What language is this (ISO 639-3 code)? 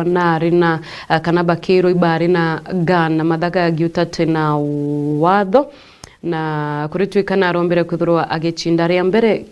mer